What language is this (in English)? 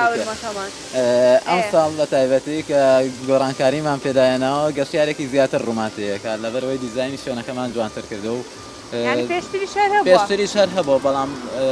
Central Kurdish